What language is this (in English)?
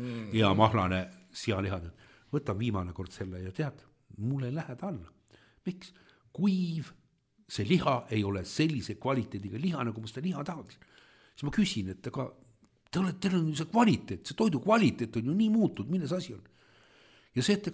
Estonian